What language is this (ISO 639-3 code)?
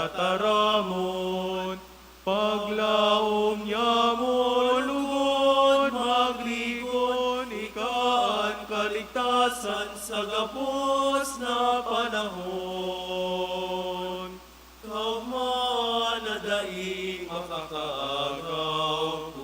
bik